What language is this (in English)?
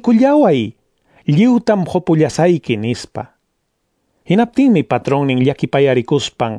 Ayacucho Quechua